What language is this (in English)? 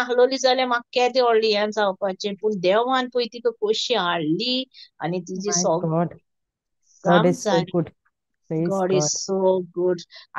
Konkani